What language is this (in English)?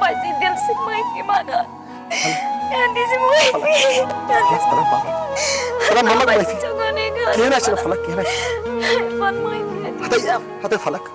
Kashmiri